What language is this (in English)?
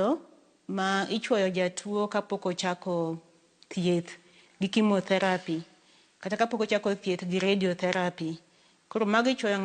Luo (Kenya and Tanzania)